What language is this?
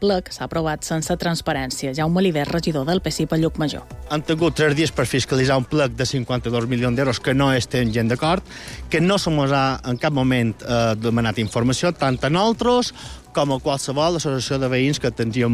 Catalan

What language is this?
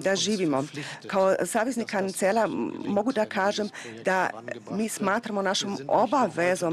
Serbian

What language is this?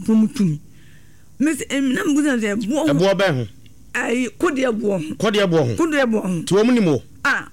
Akan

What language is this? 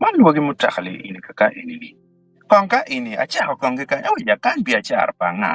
Acoli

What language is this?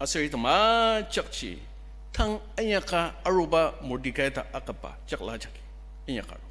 Ao Naga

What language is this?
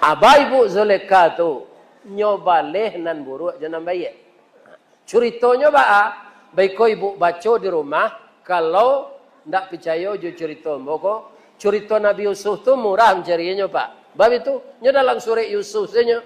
Minangkabau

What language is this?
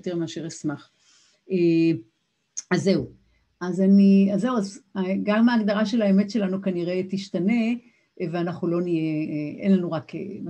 Hebrew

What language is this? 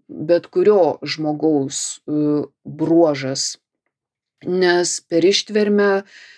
Lithuanian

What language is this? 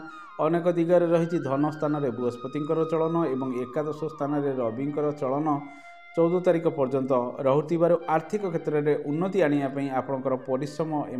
Odia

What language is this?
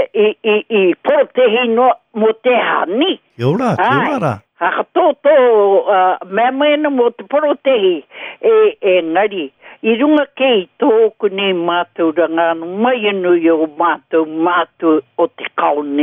Māori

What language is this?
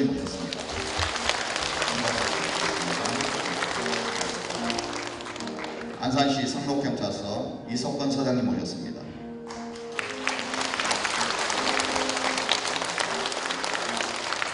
Korean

